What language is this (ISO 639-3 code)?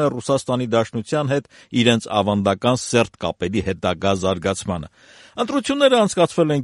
hye